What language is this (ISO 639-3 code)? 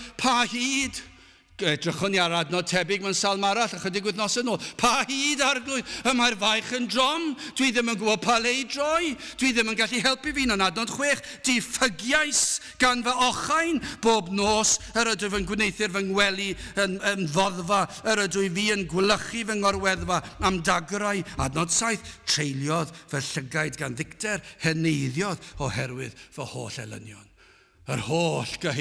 cym